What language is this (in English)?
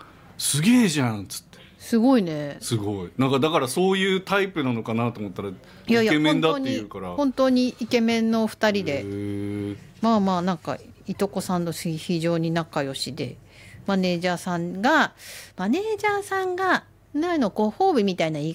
Japanese